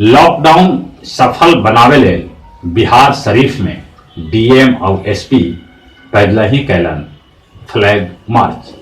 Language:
Magahi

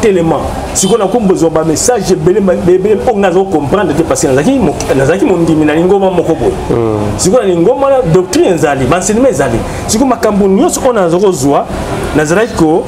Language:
Lingala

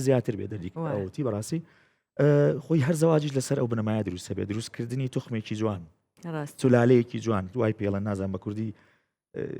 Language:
Central Kurdish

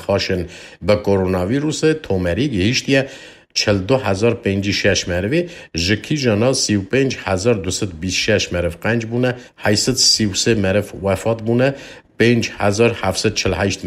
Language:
Kurdish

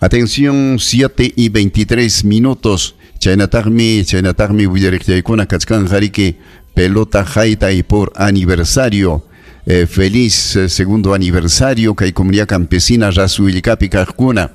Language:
Ayacucho Quechua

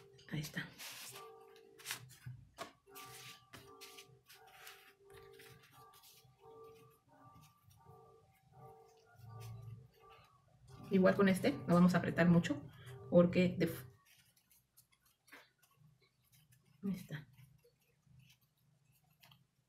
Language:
Spanish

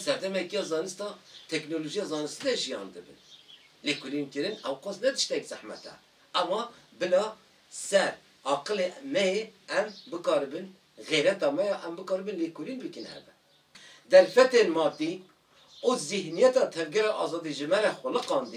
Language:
Kurdish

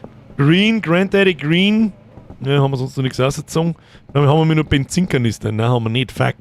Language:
Bavarian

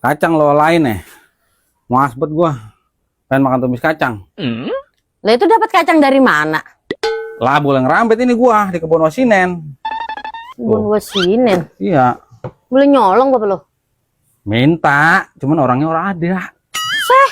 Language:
Betawi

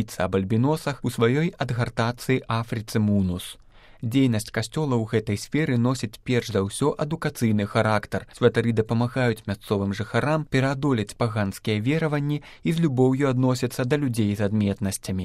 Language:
Belarusian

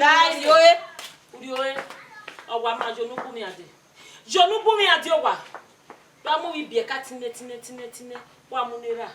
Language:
Bini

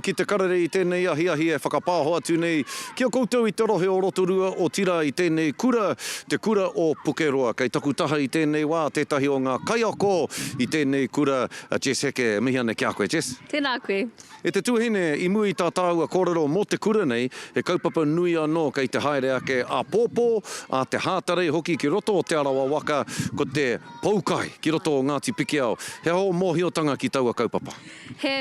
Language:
Māori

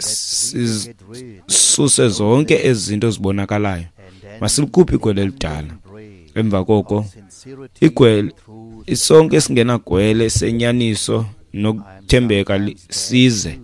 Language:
Xhosa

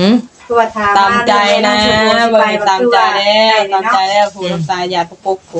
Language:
Northeastern Thai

